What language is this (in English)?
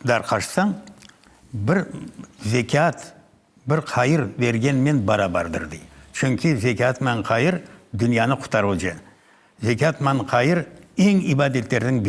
Crimean Tatar